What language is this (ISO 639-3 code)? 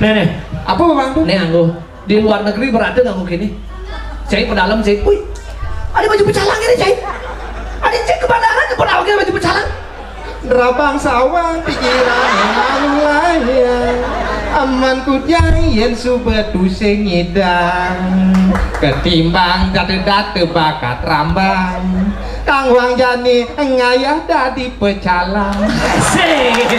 ban